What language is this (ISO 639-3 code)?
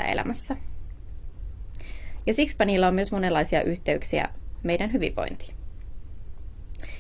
fin